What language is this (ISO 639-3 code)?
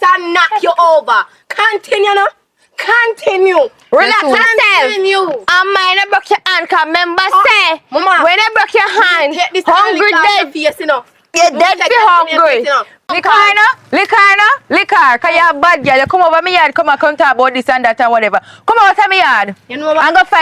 jam